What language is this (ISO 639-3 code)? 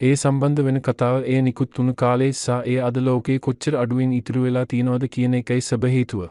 sin